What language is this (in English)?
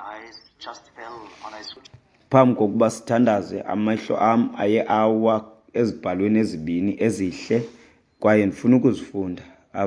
Xhosa